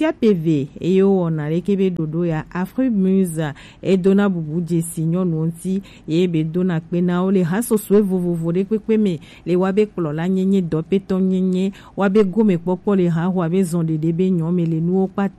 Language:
Gen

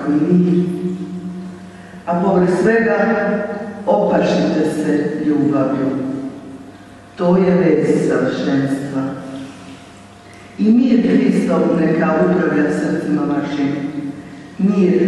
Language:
Croatian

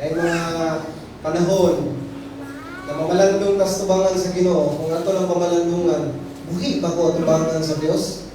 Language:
Cebuano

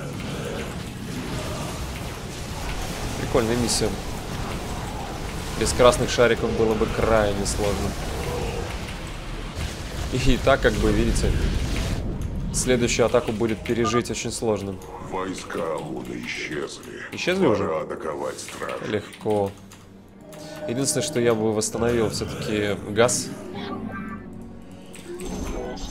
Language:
Russian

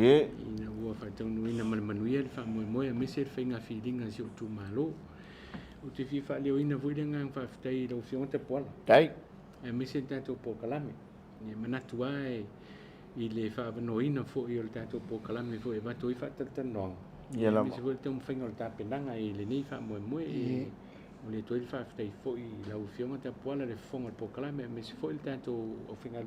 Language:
Samoan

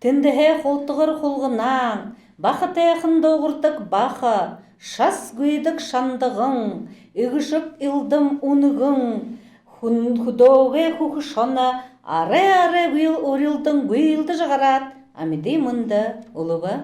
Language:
Buriat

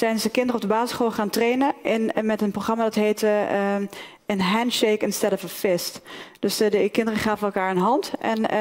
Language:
Dutch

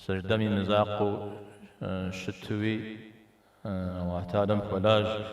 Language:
Kabardian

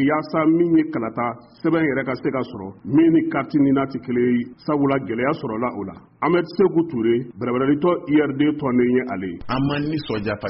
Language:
Bambara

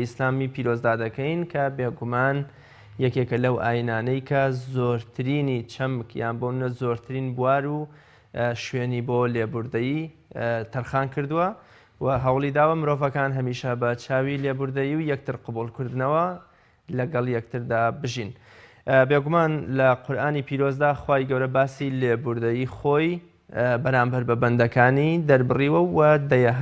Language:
Central Kurdish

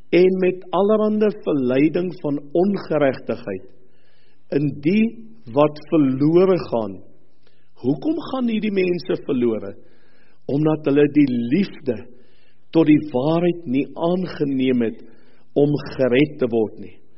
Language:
Afrikaans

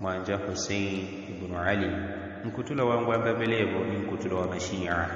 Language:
Yao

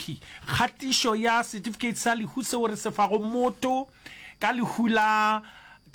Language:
Northern Sotho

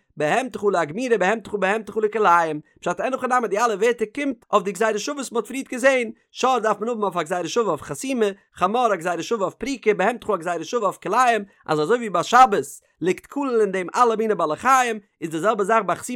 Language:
Yiddish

